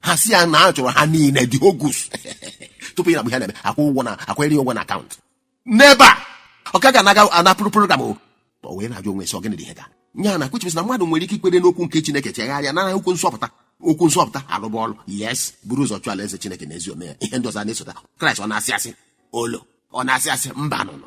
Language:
Igbo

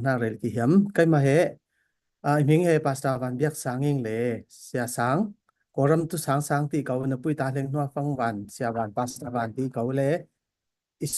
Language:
Falam Chin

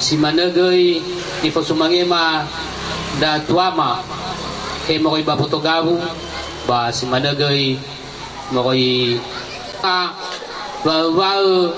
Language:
Nias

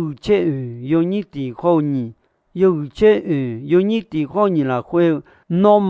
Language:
Akha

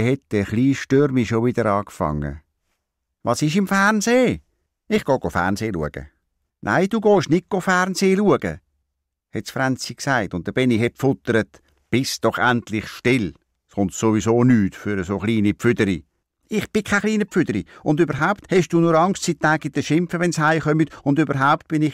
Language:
Swiss German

